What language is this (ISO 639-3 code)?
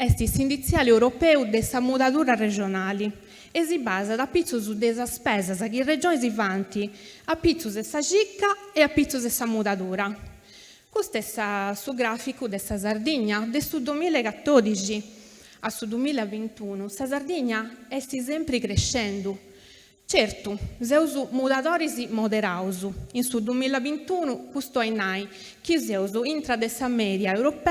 srd